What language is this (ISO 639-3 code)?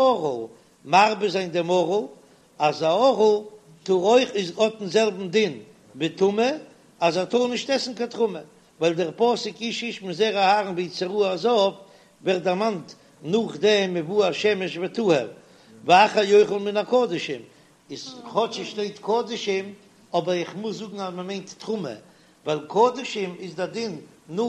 yid